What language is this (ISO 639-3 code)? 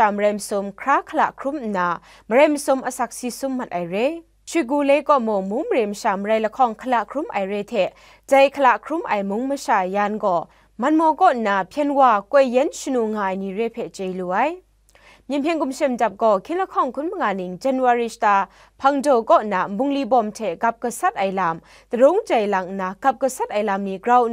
kac